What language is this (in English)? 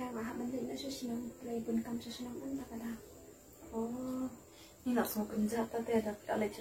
Khasi